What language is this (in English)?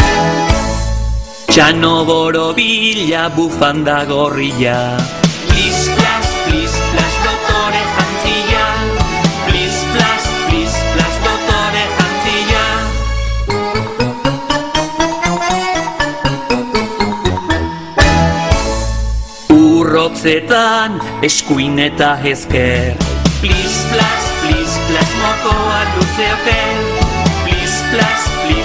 Basque